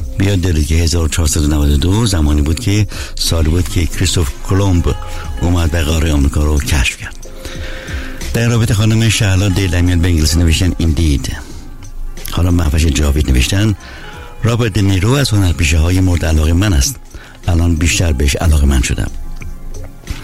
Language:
Persian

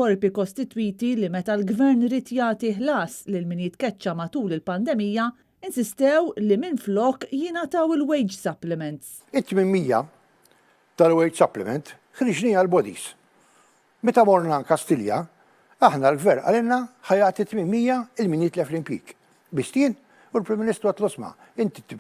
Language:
Maltese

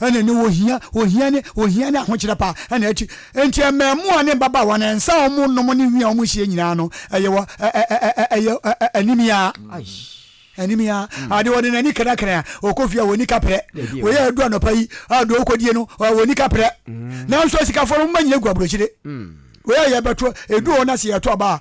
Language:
Akan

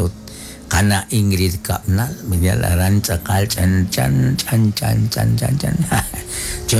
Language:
Kekchí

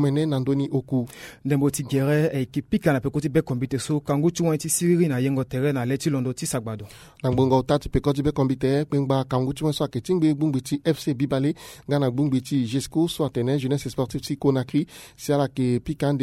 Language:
Sango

